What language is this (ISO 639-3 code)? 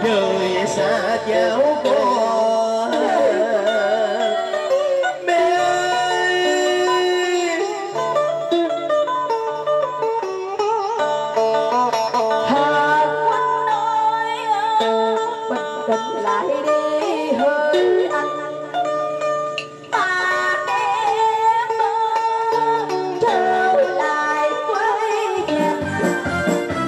vie